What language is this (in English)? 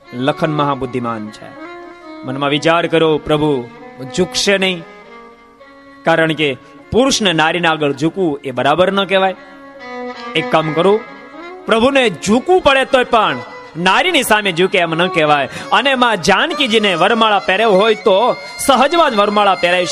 Gujarati